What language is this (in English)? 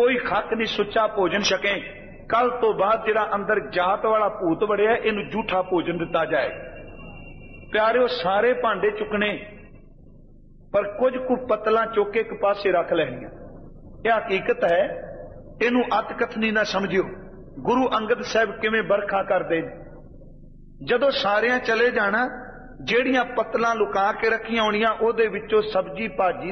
Punjabi